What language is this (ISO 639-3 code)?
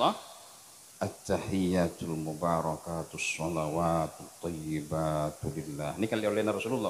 mad